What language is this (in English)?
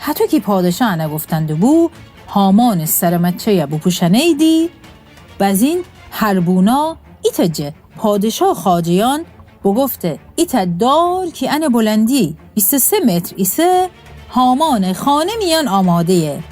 Gilaki